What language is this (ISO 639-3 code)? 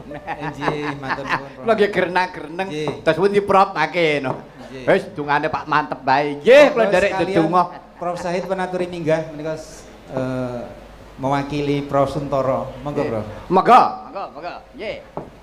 jav